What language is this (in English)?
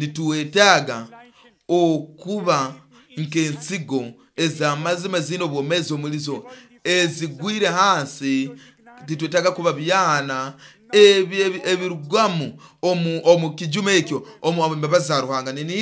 Nyoro